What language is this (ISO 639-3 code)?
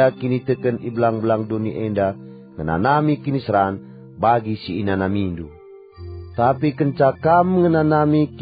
btx